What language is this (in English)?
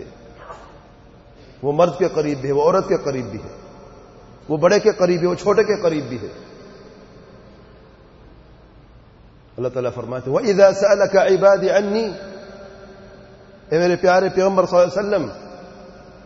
Urdu